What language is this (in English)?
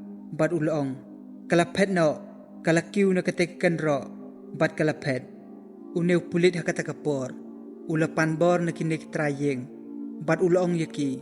Khasi